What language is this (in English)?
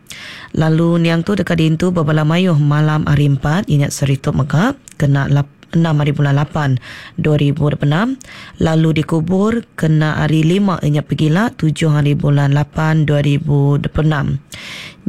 Iban